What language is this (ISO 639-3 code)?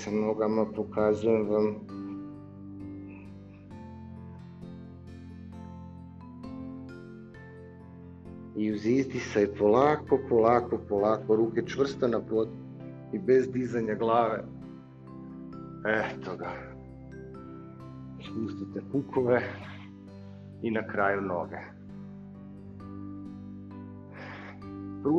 hrv